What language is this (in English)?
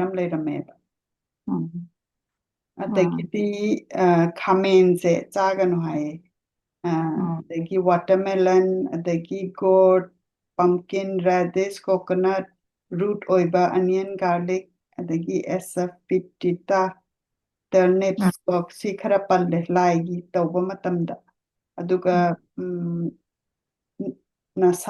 Manipuri